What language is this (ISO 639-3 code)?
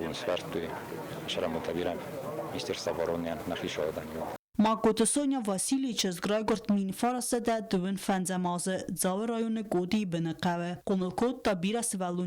oss